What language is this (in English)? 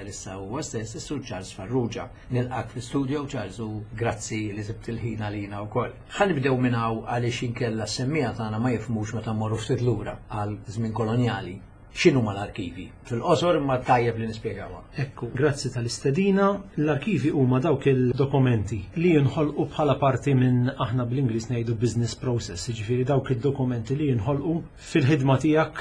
Maltese